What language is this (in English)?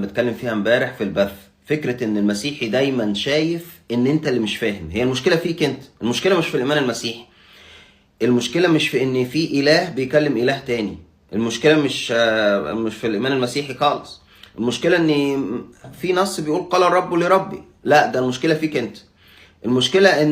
Egyptian Arabic